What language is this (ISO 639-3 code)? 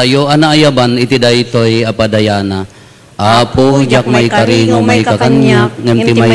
ilo